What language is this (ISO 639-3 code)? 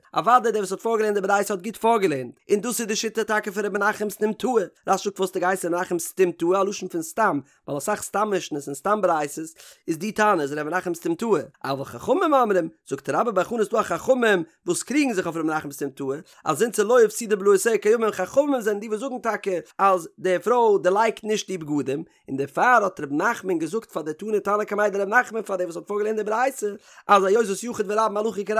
yid